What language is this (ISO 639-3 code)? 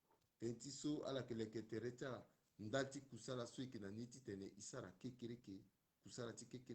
sag